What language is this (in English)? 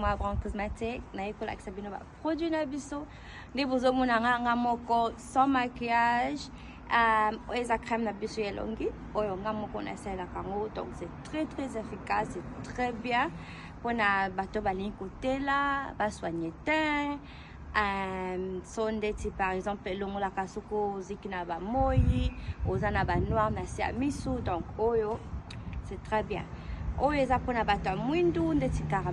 Lingala